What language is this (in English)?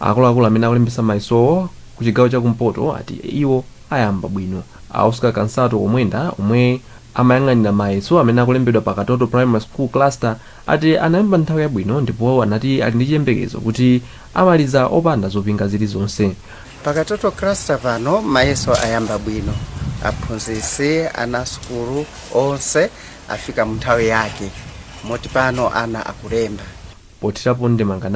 Nyanja